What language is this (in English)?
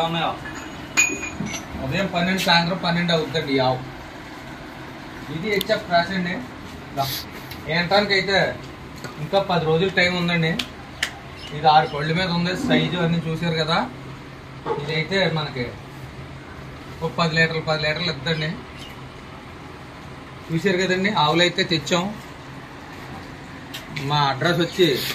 Telugu